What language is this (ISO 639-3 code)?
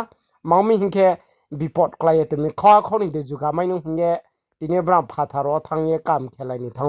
ria